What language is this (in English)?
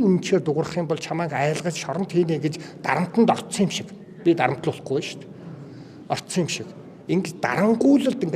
Mongolian